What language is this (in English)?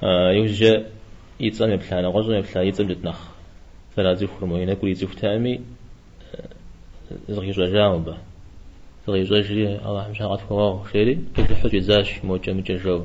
Kabardian